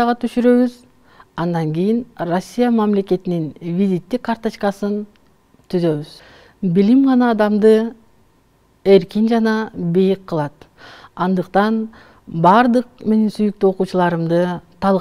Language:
Kyrgyz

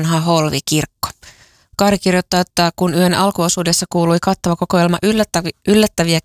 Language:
Finnish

